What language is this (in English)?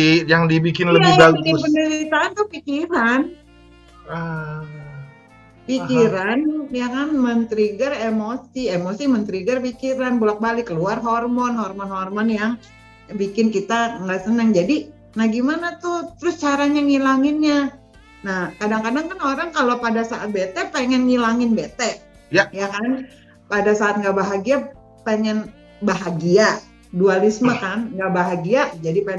Indonesian